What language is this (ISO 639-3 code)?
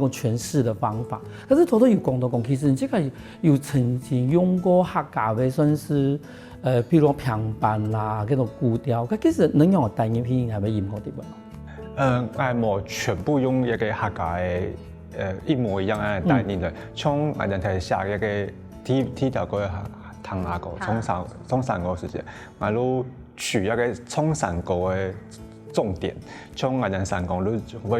hak